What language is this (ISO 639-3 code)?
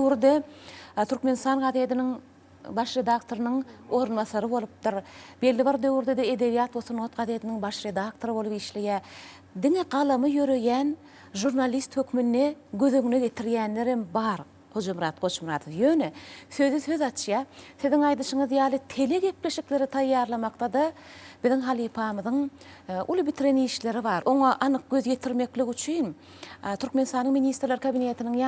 tuk